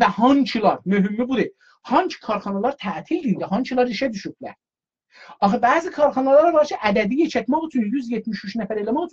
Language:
South Azerbaijani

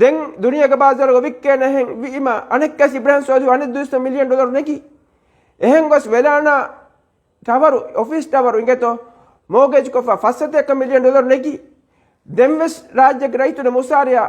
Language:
Divehi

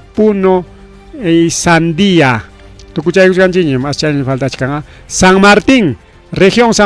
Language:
Ayacucho Quechua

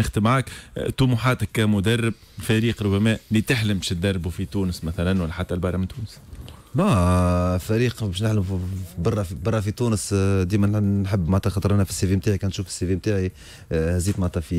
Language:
Tunisian Arabic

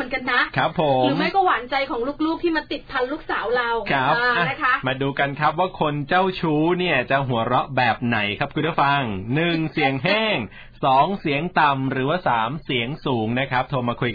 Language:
Thai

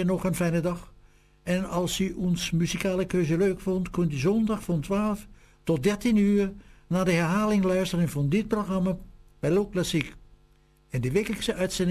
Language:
Dutch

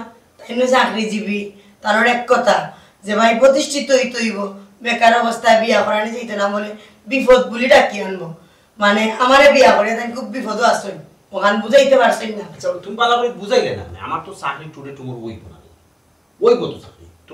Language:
Sylheti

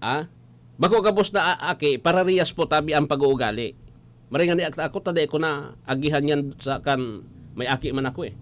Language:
Bikol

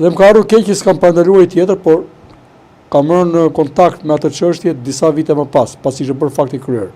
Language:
Albanian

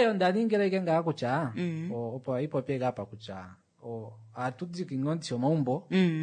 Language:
Kuanyama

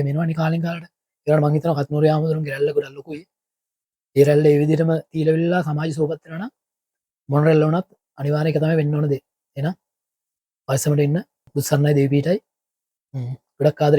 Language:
Sinhala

